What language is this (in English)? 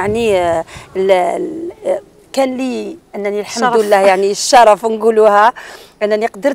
Algerian Arabic